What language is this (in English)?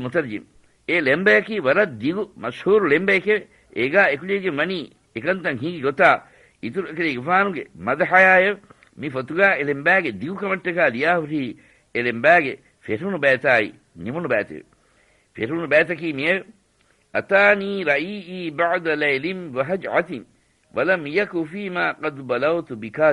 Divehi